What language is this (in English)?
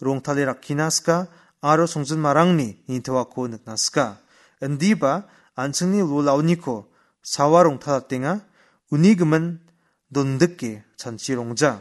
Garo